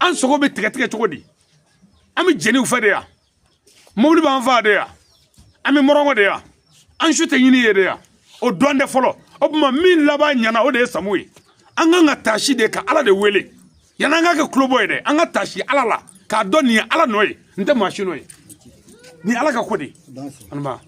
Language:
Bambara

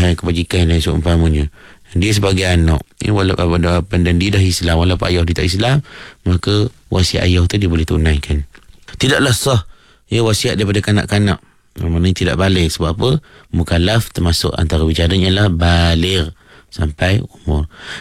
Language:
Malay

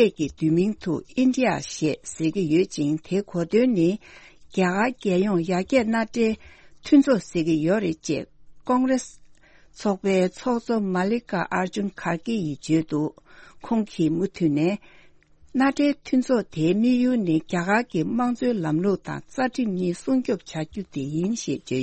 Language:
Tibetan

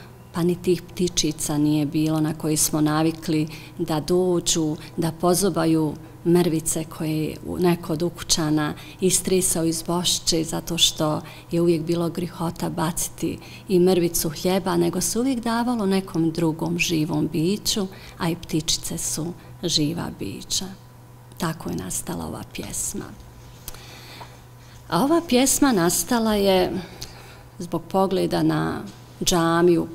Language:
Bosnian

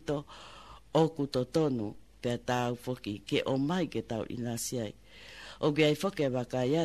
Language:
Tongan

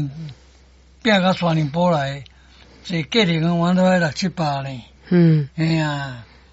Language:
Min Nan Chinese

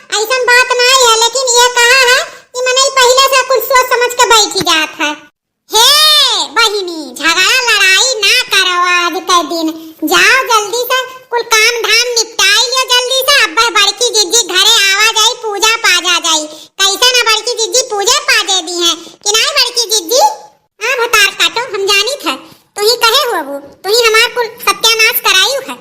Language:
Awadhi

